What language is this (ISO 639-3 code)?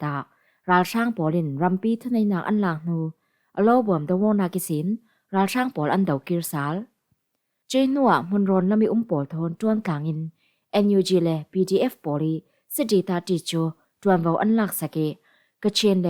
cfm